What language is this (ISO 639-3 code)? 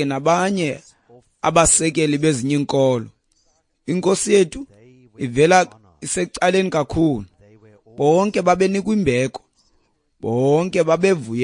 xho